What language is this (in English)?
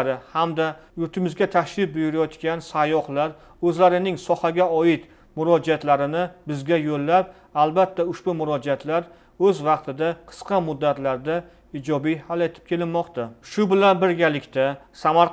Uzbek